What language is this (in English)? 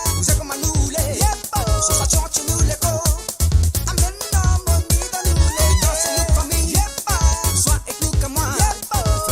Morisyen